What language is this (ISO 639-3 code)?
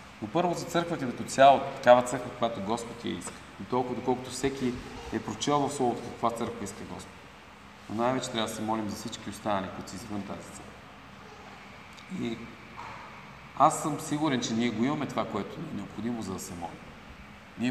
bul